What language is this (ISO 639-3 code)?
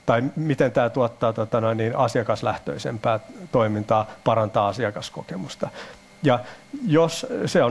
fin